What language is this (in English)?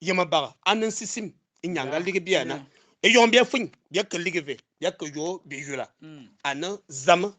Fang